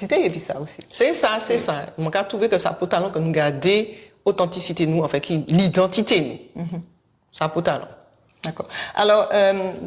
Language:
Guadeloupean Creole French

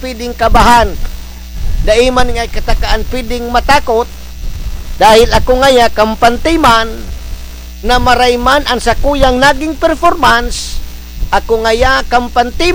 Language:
Bikol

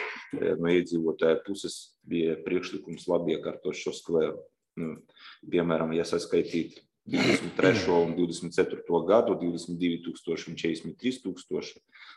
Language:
Latvian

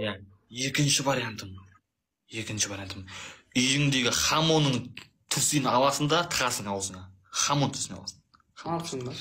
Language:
Kazakh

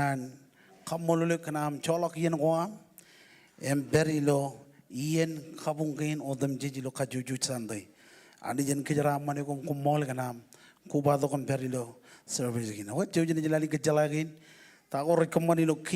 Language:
Marshallese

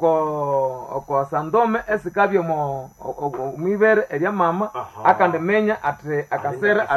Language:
Nande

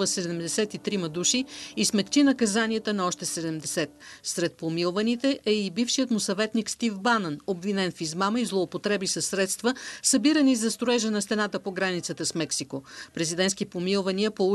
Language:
Bulgarian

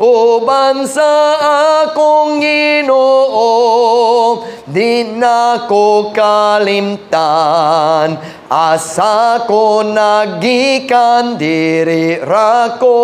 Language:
Cebuano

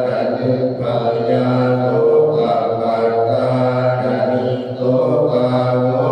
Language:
Pali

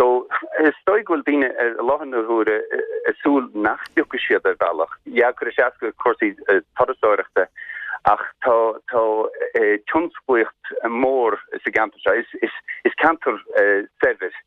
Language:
Irish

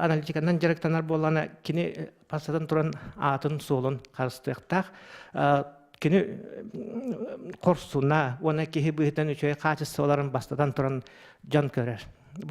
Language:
Yakut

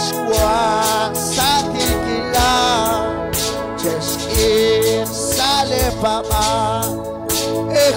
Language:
Kekchí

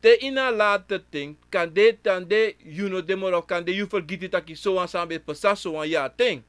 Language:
Sranan Tongo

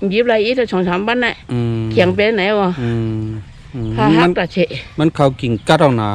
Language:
Shan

